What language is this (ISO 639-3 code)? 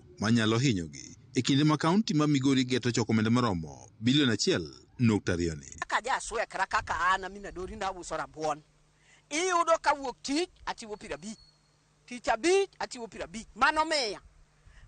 luo